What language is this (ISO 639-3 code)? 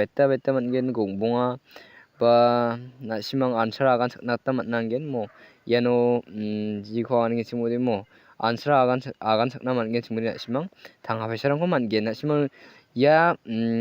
grt